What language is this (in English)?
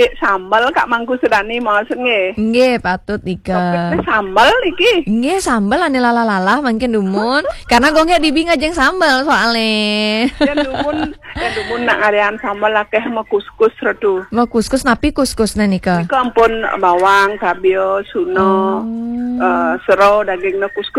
Balinese